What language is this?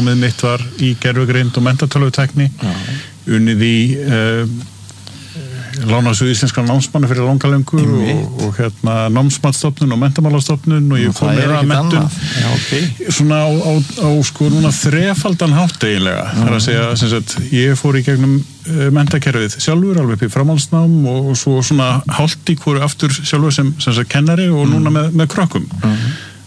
Icelandic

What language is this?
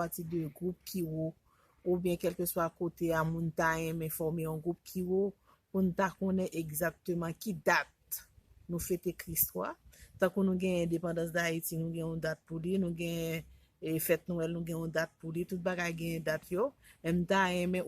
Haitian Creole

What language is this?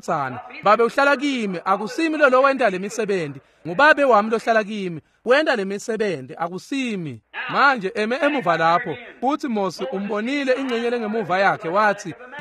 Swati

